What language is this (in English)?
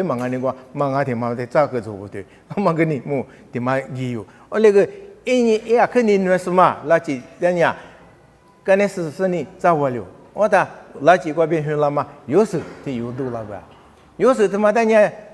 Lisu